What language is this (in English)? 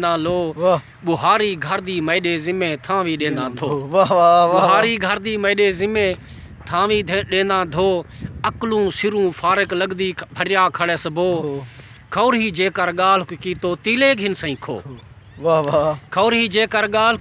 Saraiki